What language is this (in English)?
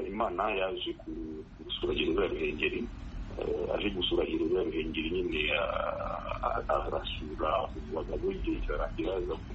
Kinyarwanda